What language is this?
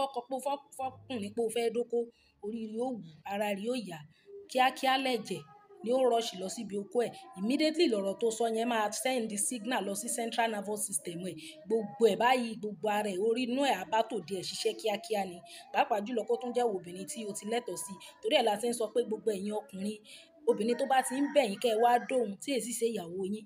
Yoruba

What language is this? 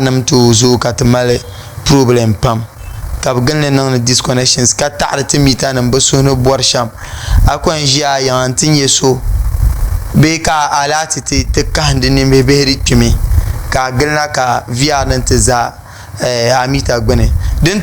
Dagbani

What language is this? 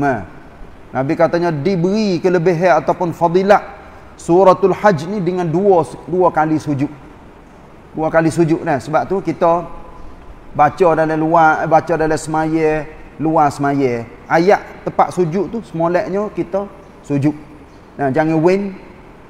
Malay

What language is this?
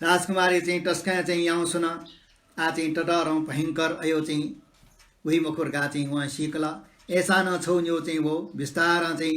Newari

